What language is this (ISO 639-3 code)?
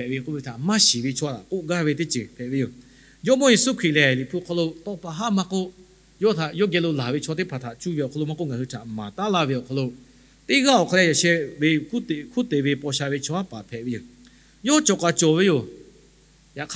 lhu